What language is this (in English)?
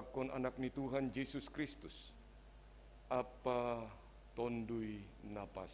Batak Simalungun